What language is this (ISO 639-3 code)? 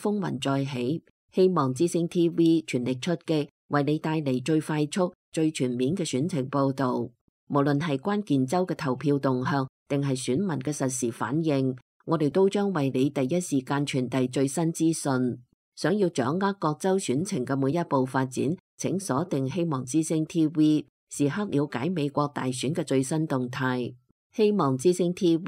yue